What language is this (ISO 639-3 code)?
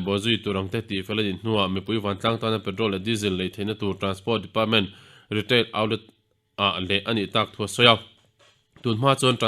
lus